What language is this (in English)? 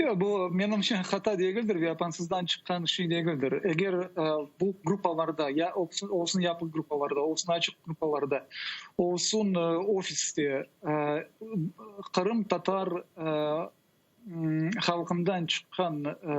Crimean Tatar